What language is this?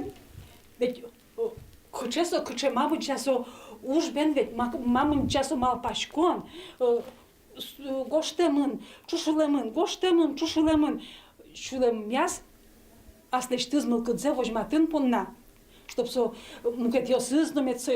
Udmurt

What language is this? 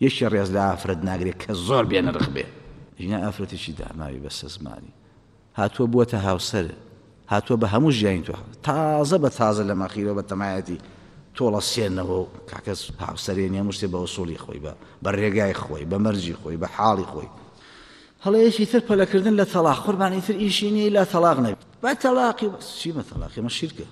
Central Kurdish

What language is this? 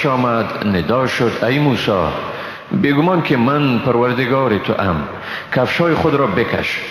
Persian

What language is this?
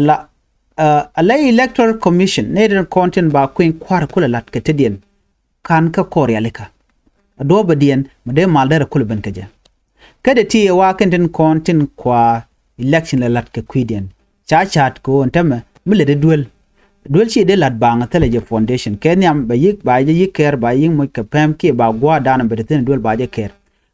Nuer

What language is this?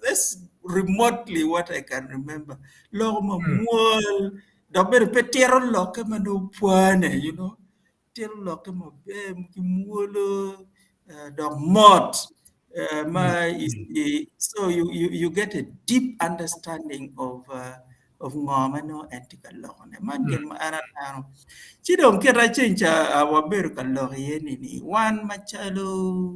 Acoli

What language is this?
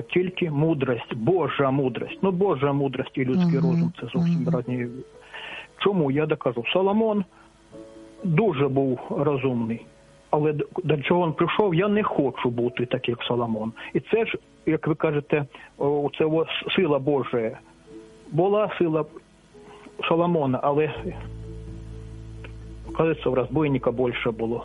Ukrainian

